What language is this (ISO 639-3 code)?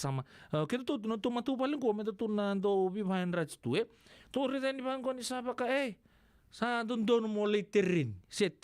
fij